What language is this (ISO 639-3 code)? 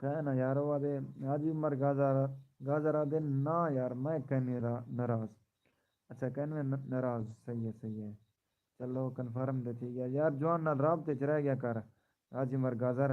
skr